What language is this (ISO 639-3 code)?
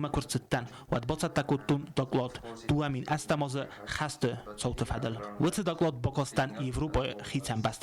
oss